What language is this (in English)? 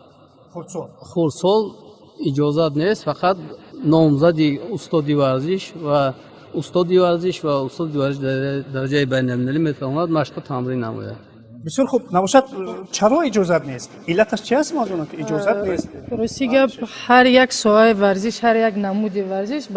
Tajik